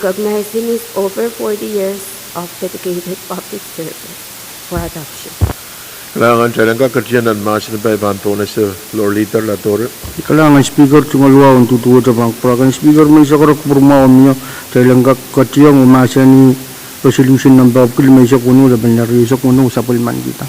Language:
Pohnpeian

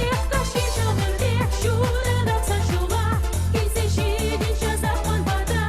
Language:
Chuvash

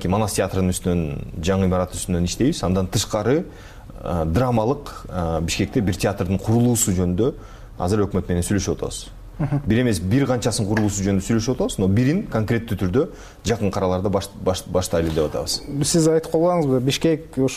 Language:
Kyrgyz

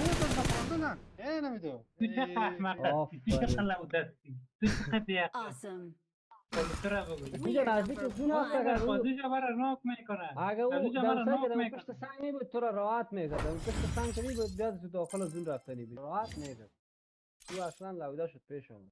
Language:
Persian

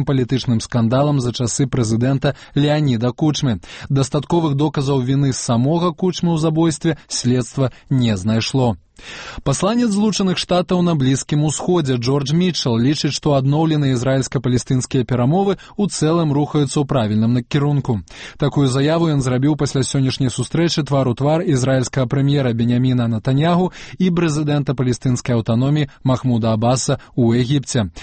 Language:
Belarusian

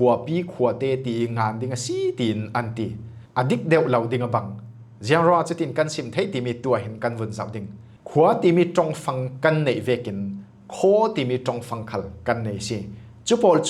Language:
Falam Chin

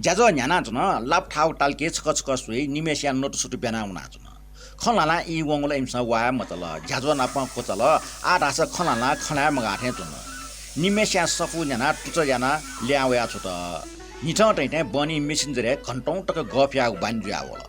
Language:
Newari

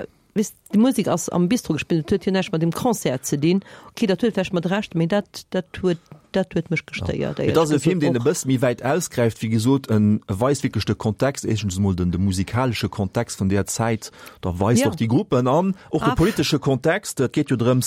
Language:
Luxembourgish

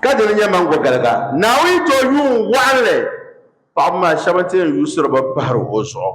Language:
Dagbani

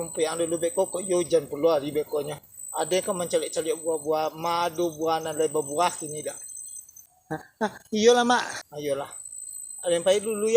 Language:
Minangkabau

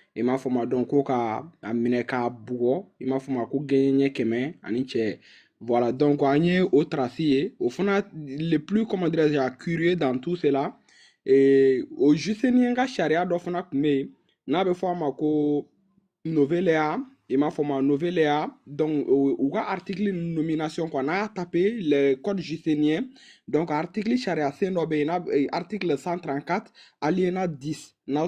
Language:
Bambara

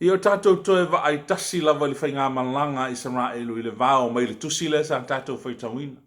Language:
Samoan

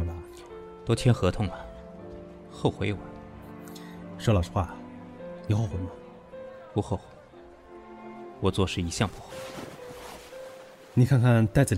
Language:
Chinese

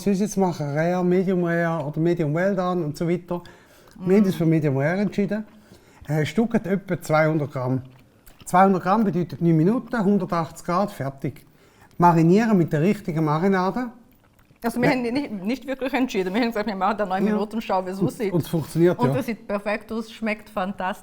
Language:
Swiss German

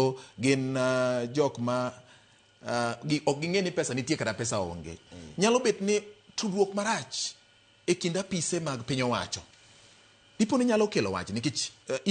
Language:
Luo (Kenya and Tanzania)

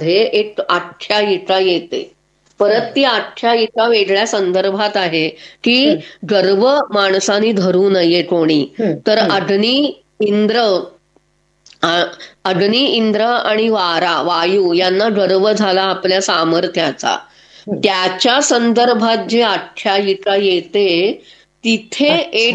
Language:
Marathi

